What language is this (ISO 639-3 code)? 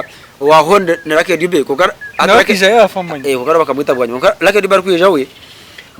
nyn